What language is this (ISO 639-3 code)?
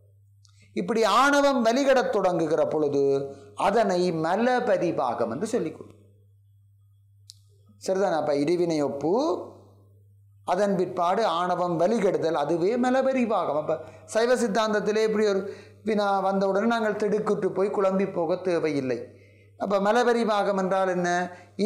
tam